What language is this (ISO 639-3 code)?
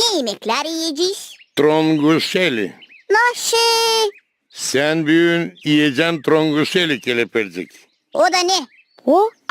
gag